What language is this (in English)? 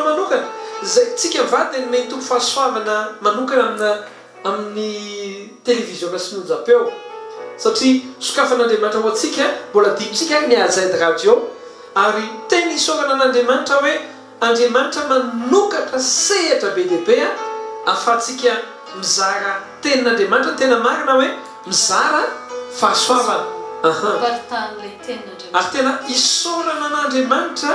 Malagasy